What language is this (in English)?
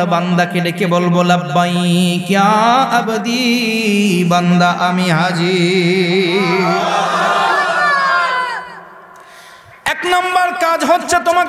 Bangla